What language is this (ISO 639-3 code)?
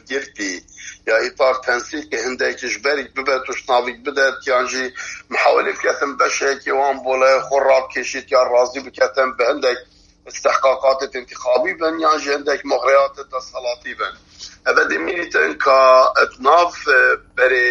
kur